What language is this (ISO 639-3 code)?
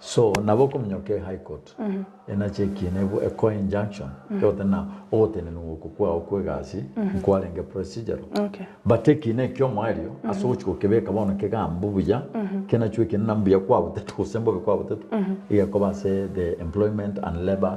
guz